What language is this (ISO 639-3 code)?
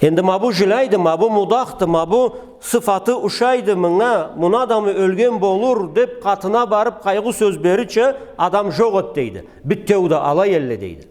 krc